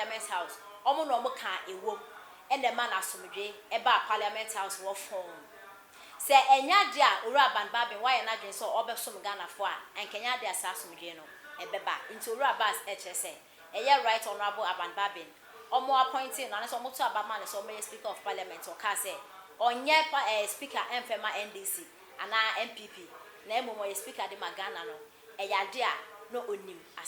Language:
Akan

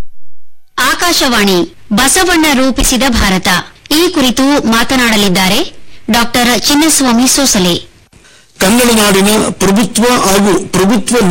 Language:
Kannada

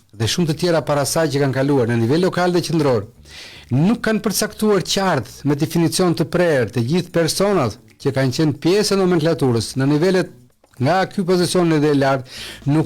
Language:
Albanian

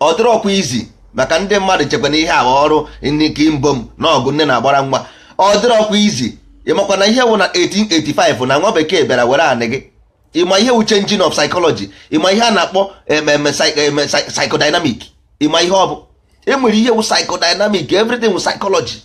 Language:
Igbo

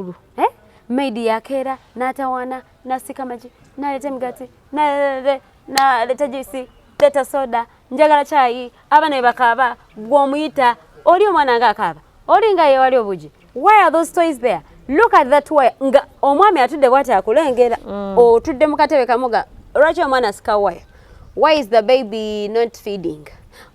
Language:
Ganda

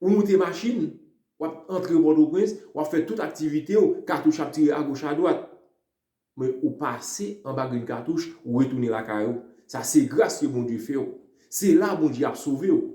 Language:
Haitian Creole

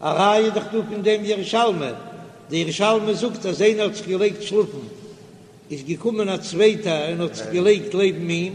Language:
Yiddish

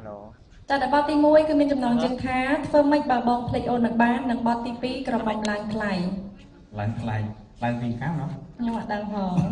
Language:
Khmer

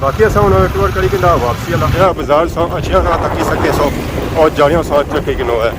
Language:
Pahari-Potwari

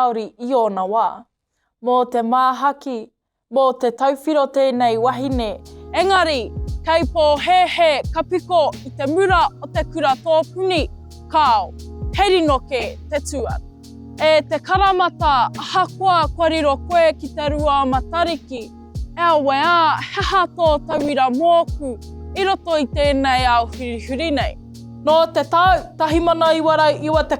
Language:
Māori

